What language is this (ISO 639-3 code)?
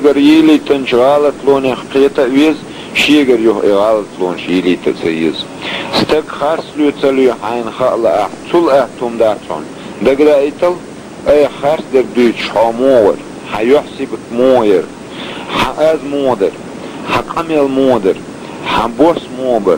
che